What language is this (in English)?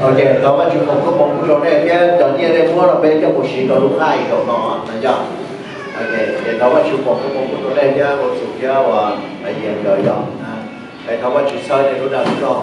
Hmong